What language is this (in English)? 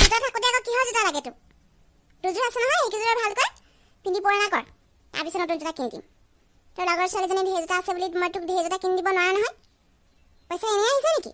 Assamese